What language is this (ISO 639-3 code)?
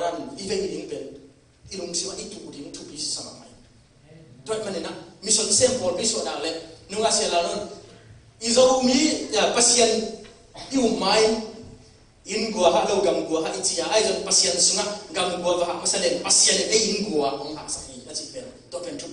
ctd